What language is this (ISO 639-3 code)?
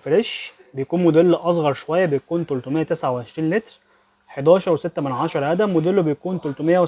arz